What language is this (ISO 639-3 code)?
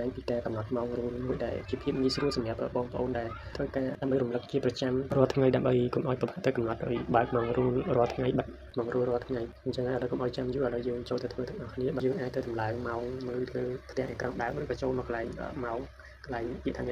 khm